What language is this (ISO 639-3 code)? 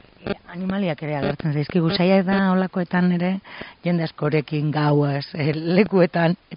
eus